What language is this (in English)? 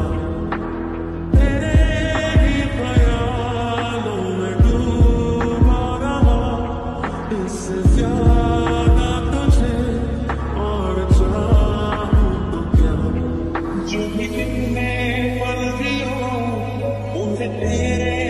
Hindi